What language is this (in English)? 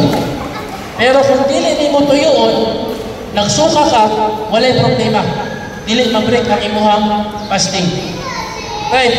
Cebuano